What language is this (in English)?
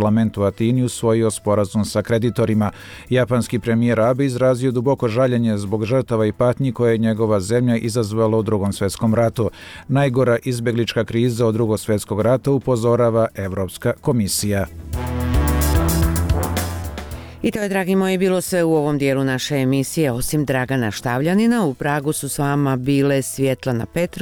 Bosnian